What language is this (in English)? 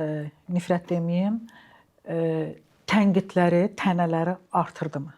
Azerbaijani